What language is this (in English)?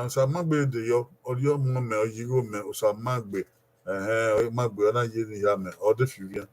Bini